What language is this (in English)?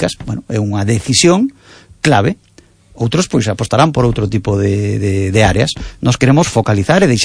Galician